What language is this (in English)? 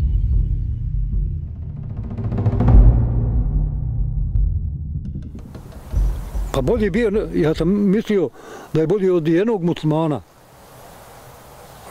Bosnian